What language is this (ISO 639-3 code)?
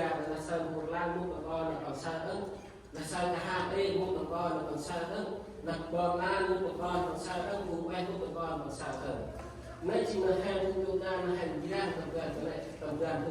cmo